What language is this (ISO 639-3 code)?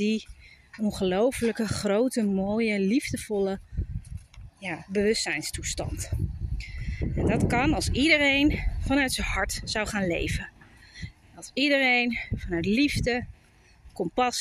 nld